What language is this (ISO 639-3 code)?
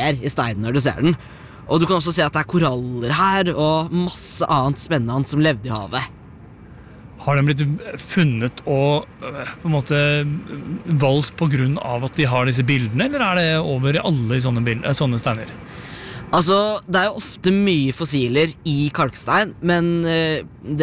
nor